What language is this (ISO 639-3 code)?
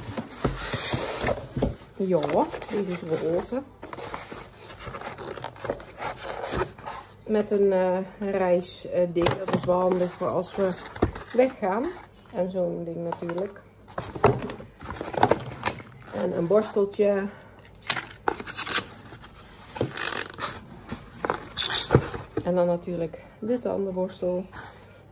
nld